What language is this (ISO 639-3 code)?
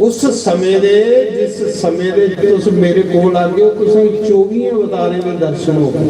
doi